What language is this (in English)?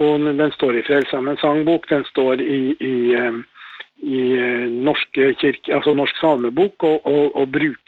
Norwegian